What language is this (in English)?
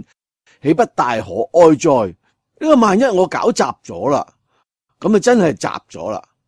Cantonese